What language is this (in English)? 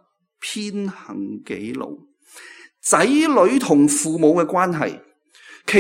Cantonese